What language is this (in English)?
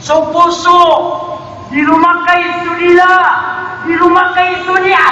Maranao